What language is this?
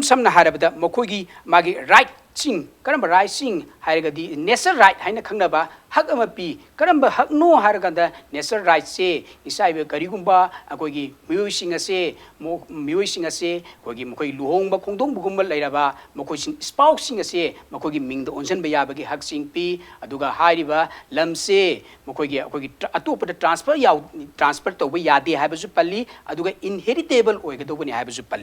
Manipuri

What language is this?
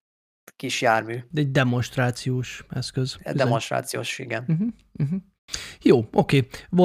Hungarian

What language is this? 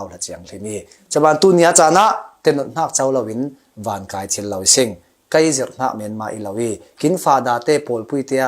Falam Chin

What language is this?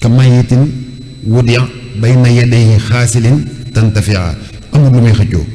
Wolof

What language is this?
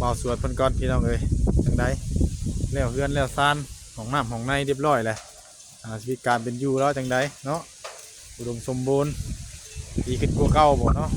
Northeastern Thai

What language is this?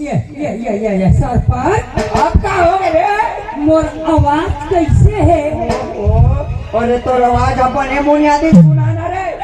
Chhattisgarhi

